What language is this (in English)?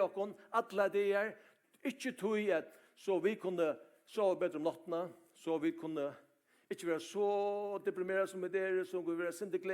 Faroese